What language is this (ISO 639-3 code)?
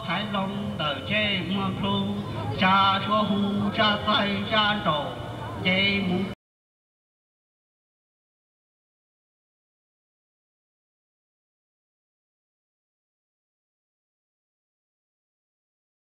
vie